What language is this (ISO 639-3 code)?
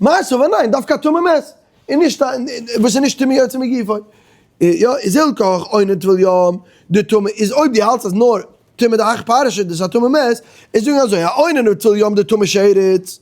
yid